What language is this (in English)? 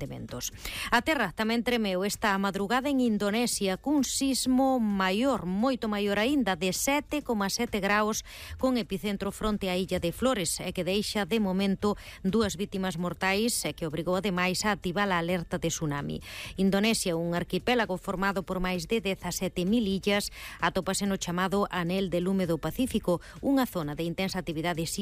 Galician